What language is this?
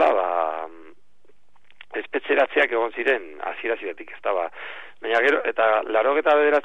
Basque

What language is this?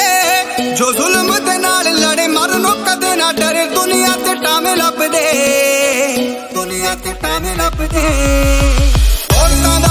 Punjabi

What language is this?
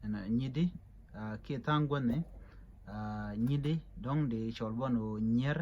Nuer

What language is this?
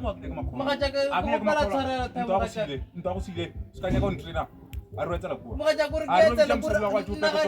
Northern Sotho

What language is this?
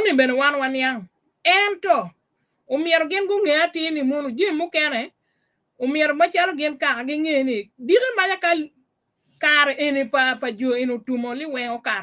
Acoli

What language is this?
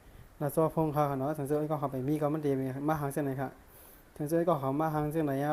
Shan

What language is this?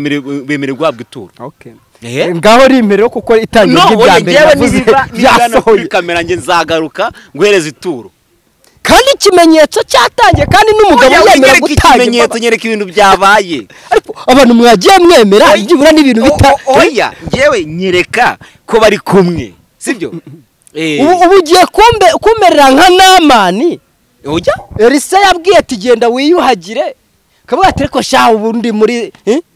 Kinyarwanda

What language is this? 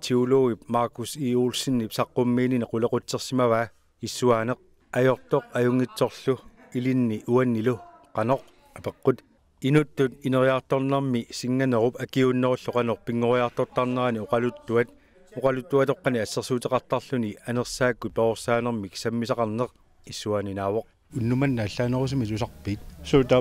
Kalaallisut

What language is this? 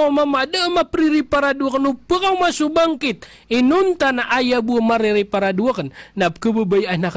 Maranao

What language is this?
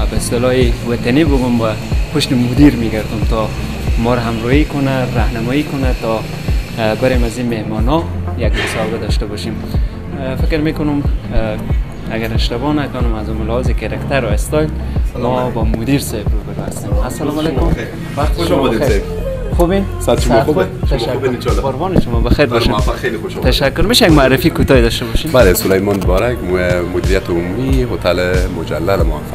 Persian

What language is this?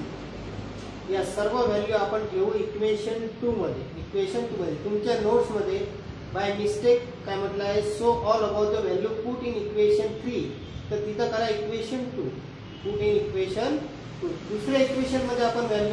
Marathi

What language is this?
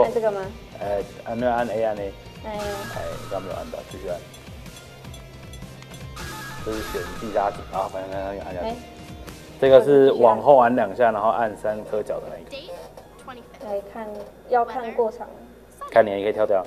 Chinese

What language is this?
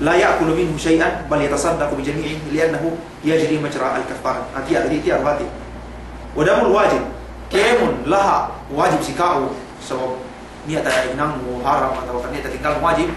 Yakan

